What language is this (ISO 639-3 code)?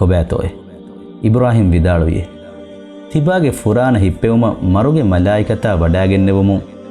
div